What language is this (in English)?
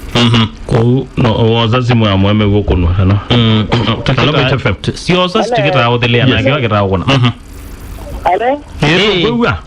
Kamba